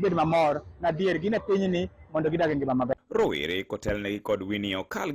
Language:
Luo (Kenya and Tanzania)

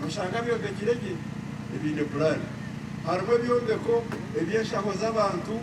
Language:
Nyankole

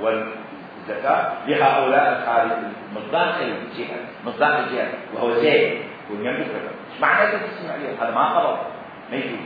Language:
Mesopotamian Arabic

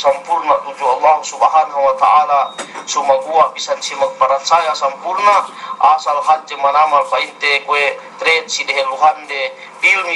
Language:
Yakan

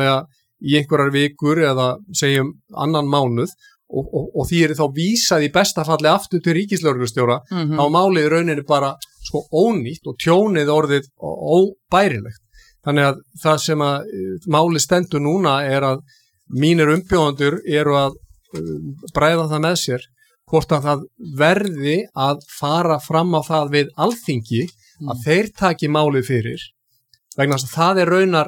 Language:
Icelandic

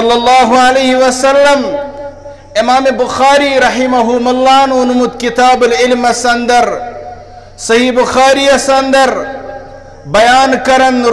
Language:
Kashmiri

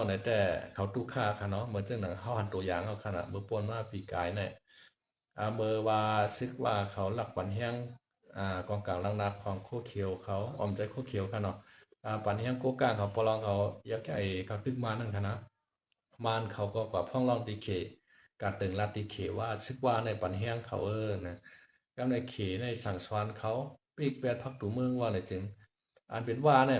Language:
Shan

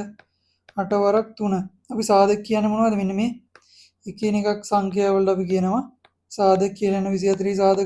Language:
Sinhala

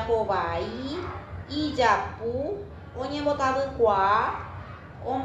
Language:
Guarani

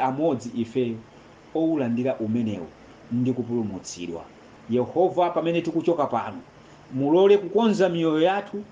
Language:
Nyanja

